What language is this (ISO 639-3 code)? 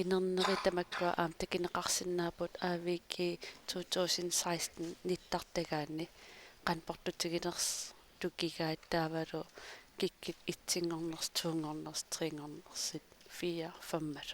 kal